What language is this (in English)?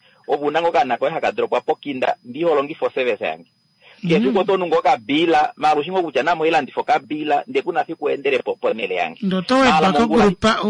Kuanyama